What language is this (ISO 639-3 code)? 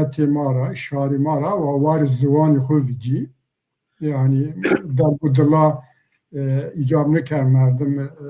zza